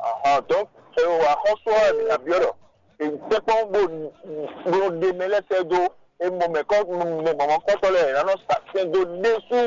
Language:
Fon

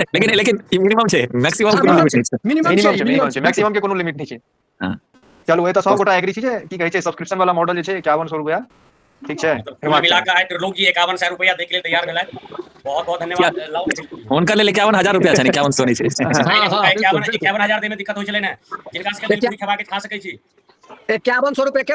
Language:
Maithili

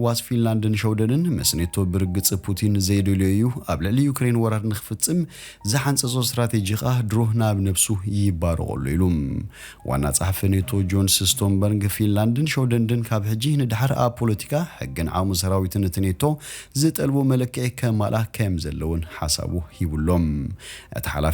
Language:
Tigrinya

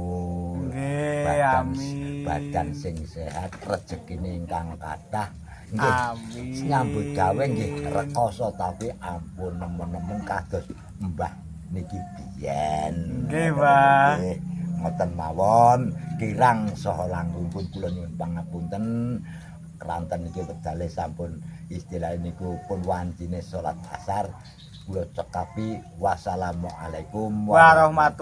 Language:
Javanese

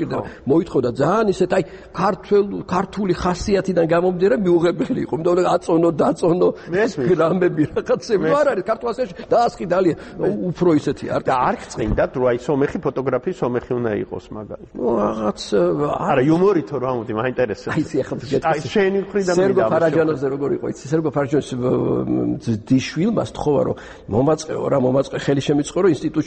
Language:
Georgian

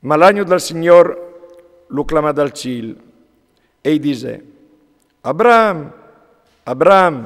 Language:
Friulian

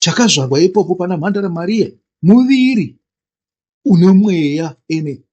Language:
Shona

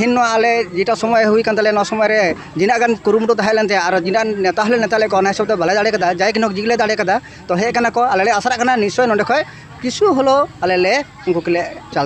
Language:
Santali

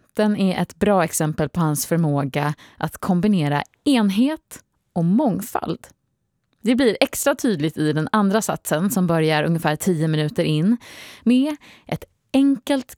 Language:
Swedish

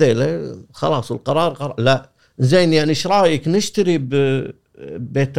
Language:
Gulf Arabic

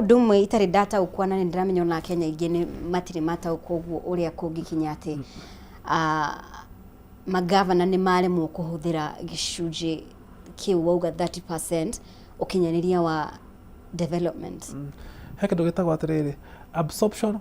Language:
Kikuyu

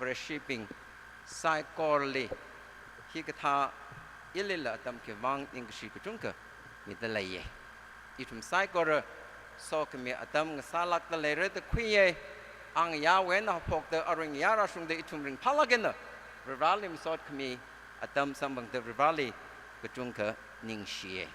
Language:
Tangkhul Naga (India)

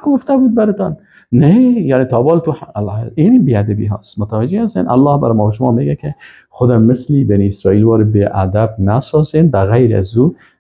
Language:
Persian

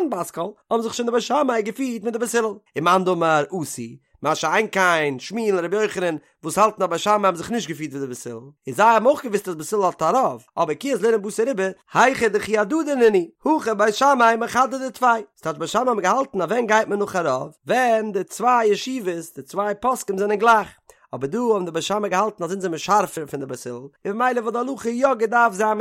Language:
Yiddish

